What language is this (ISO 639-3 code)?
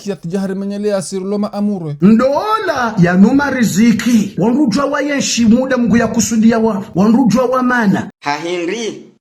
zdj